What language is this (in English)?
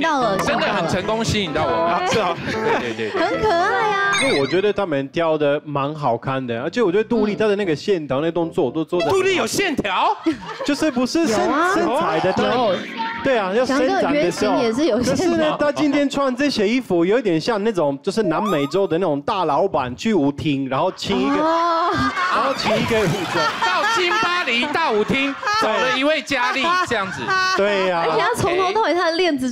Chinese